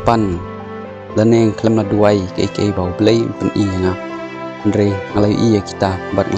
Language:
Khasi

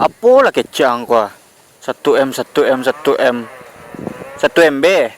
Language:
Minangkabau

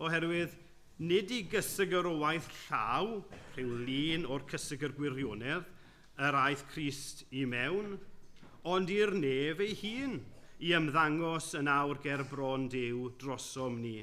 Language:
Welsh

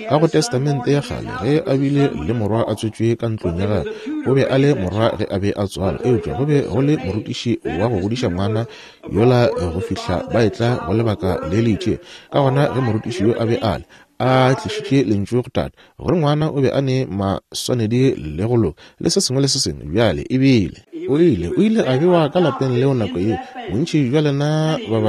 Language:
Northern Sotho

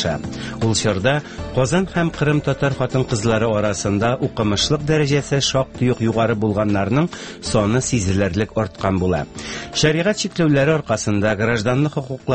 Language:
Tatar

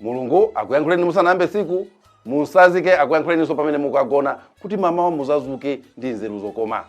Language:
Nyanja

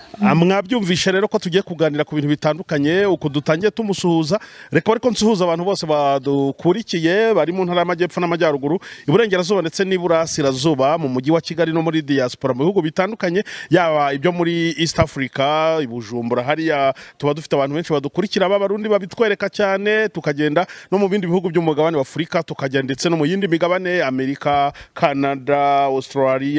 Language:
Kinyarwanda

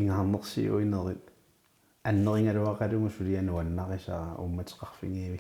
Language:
Kalaallisut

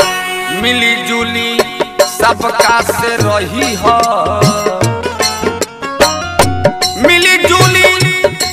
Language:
Bhojpuri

